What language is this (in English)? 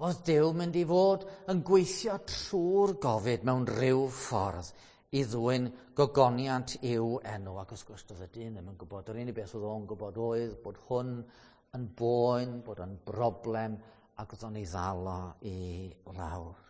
Welsh